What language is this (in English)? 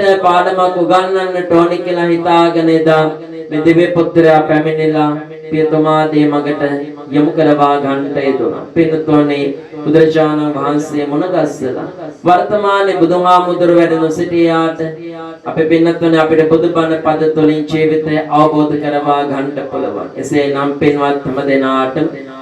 Sinhala